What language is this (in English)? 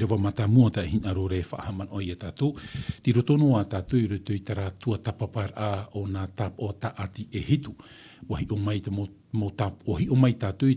Tahitian